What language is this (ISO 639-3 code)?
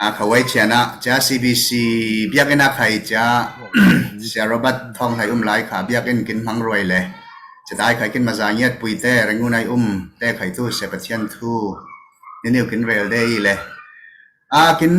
cfm